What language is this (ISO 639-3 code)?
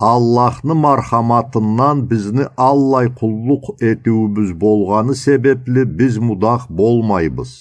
krc